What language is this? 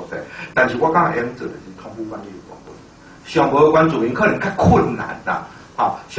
Min Nan Chinese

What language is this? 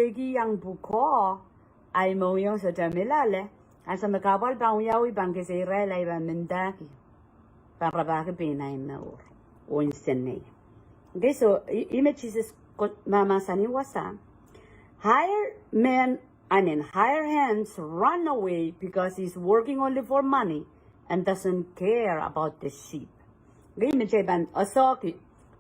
Pohnpeian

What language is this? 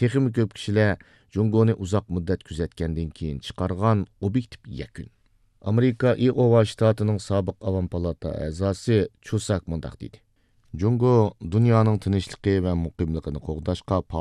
Uyghur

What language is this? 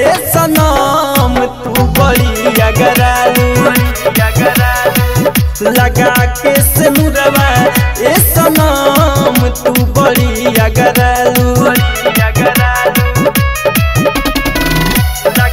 Bhojpuri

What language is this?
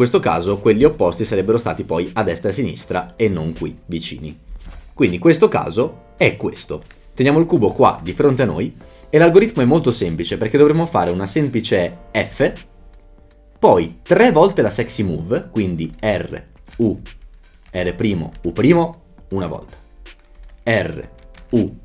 Italian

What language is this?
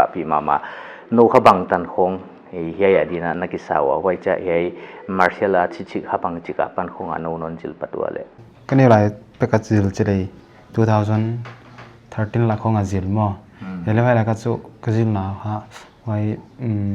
Paite Chin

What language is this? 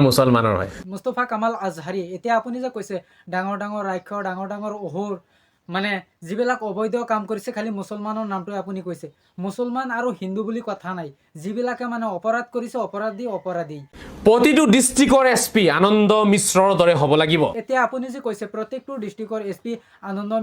Assamese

